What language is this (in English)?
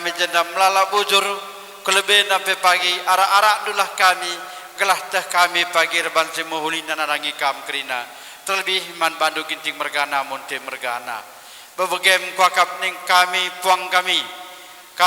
Batak Karo